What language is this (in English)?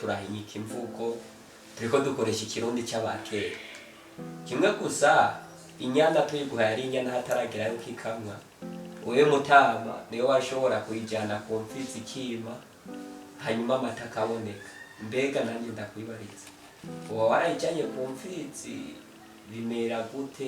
Rundi